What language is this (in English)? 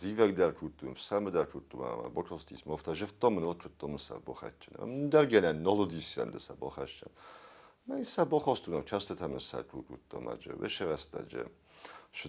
Ossetic